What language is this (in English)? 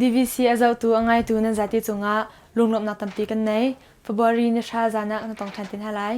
Hakha Chin